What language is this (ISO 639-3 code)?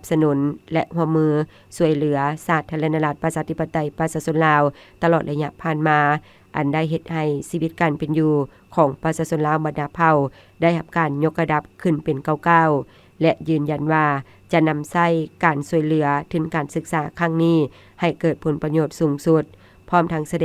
lao